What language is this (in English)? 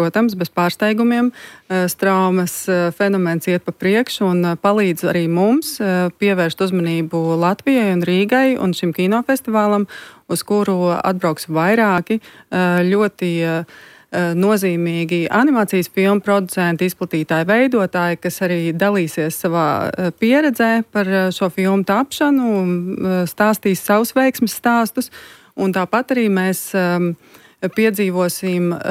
Latvian